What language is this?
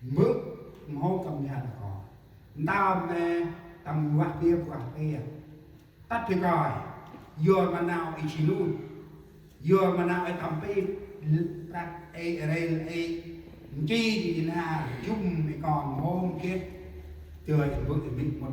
Central Mnong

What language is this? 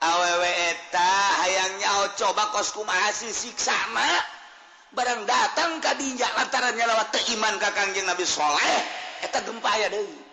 Sundanese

